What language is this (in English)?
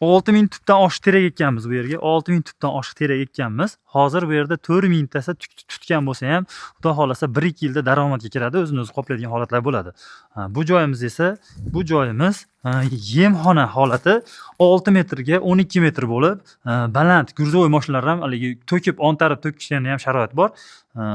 Uzbek